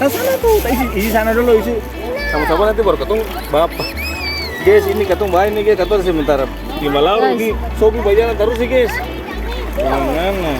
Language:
Ambonese Malay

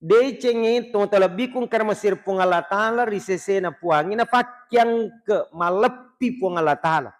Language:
Buginese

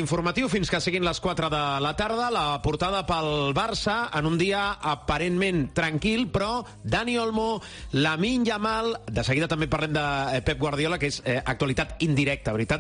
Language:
Catalan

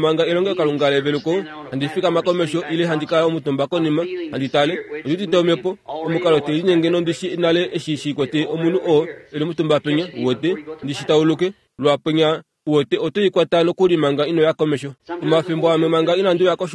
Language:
Kuanyama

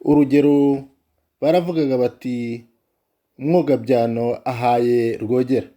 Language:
Kinyarwanda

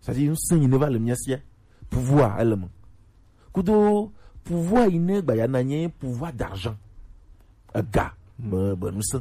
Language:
Gen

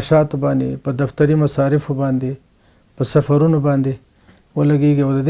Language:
Pashto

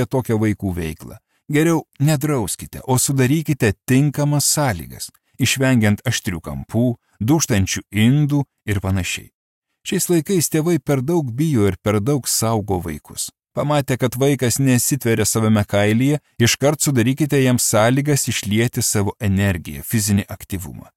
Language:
Lithuanian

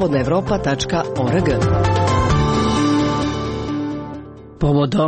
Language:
Serbian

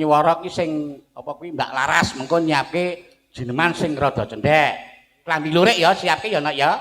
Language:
Javanese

